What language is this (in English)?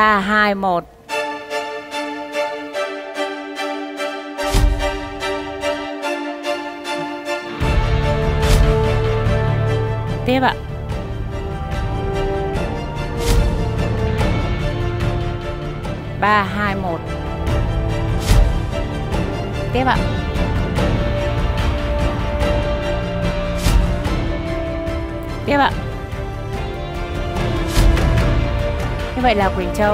Vietnamese